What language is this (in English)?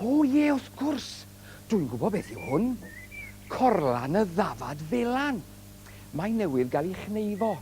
Welsh